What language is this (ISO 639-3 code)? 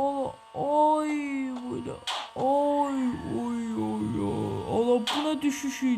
aze